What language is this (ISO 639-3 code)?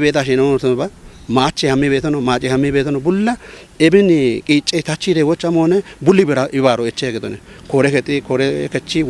kbr